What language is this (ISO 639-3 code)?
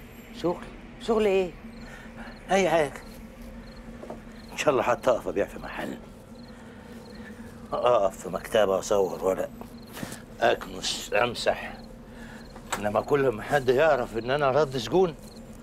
arz